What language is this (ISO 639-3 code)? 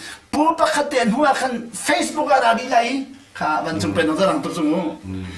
cnh